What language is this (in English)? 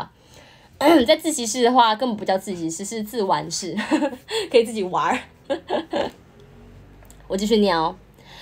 Chinese